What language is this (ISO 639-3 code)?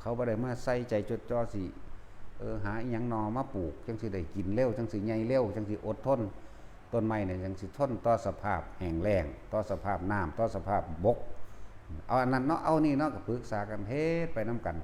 tts